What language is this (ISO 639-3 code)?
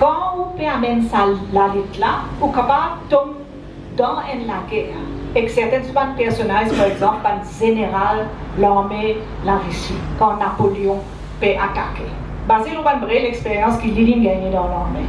mfe